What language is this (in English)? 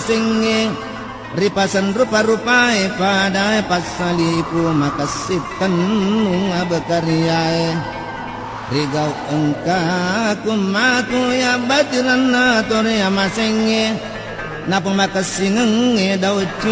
Buginese